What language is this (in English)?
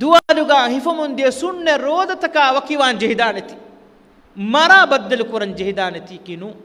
Divehi